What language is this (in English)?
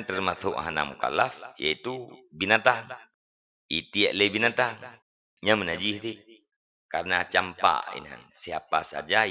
Achinese